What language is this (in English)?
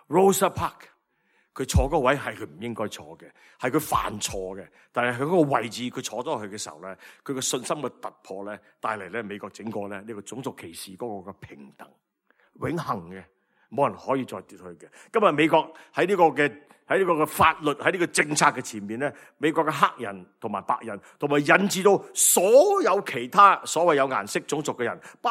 Cantonese